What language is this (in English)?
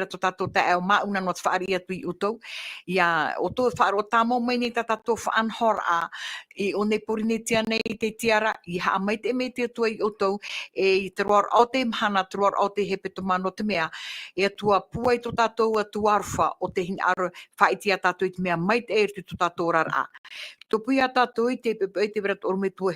Tahitian